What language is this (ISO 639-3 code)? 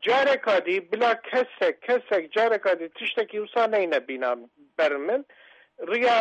kur